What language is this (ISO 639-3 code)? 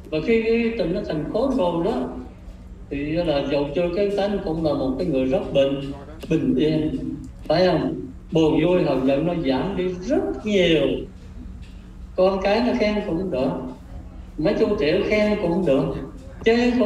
vie